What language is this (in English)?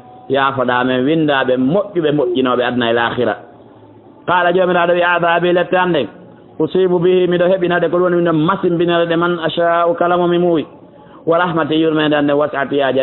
Fula